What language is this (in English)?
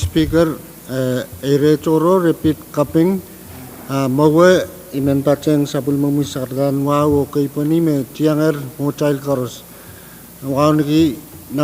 Pohnpeian